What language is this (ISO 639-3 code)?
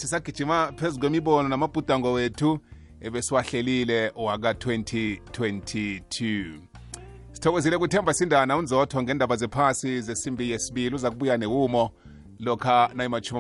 nbl